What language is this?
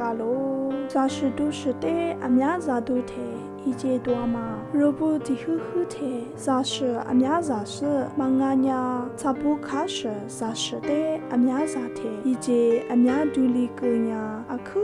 Lisu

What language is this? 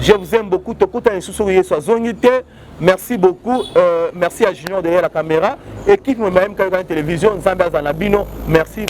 Lingala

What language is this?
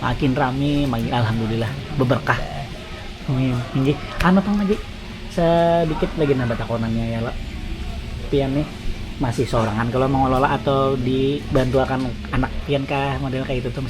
Banjar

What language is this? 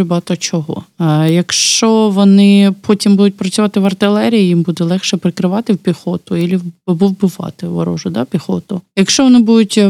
Ukrainian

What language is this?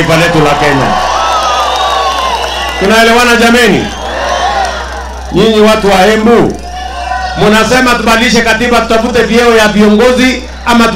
Swahili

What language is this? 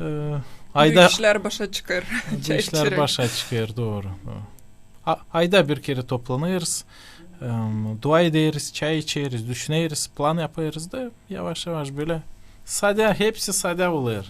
Gagauz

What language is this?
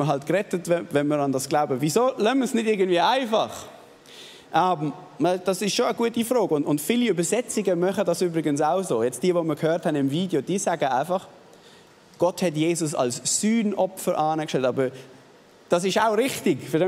Swiss German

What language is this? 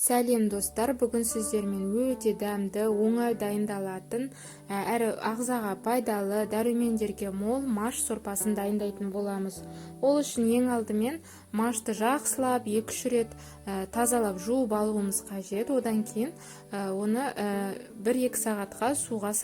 Kazakh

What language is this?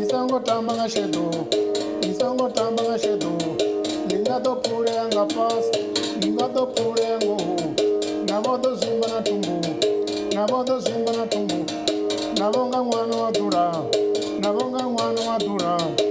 Venda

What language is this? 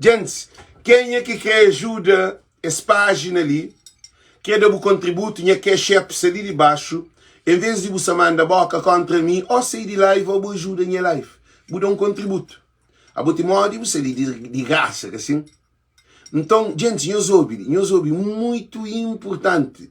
Kabuverdianu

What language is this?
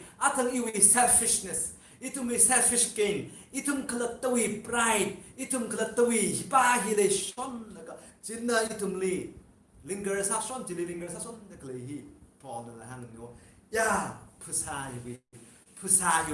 Tangkhul Naga (India)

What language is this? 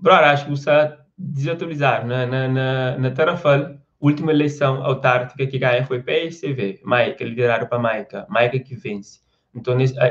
Kabuverdianu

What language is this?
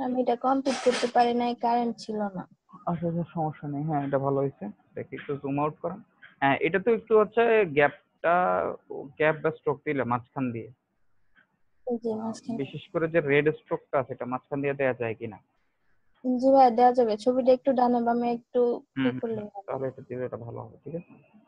Bangla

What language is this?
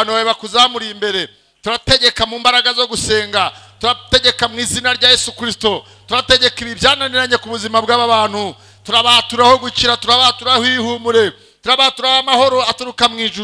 Kinyarwanda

